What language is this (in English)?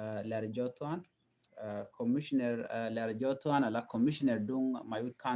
Nuer